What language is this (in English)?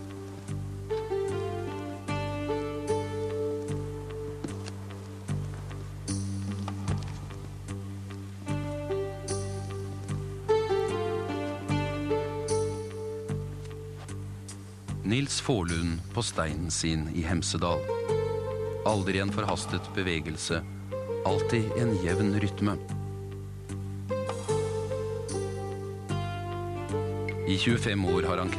Norwegian